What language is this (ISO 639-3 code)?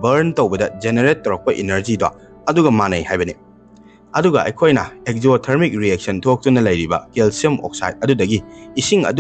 mni